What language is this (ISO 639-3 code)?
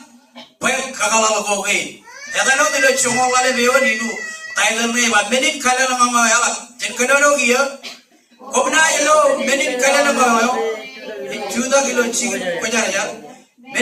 mah